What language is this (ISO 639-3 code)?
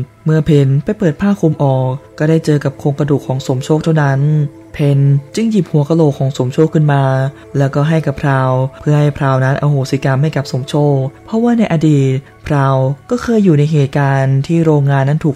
tha